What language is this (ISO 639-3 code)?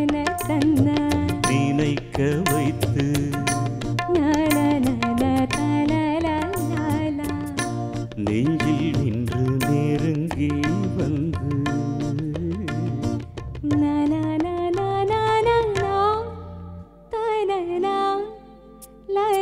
tam